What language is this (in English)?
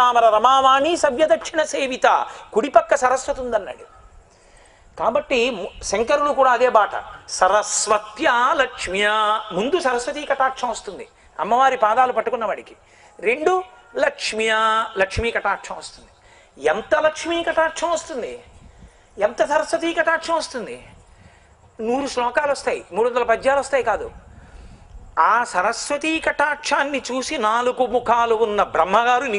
Telugu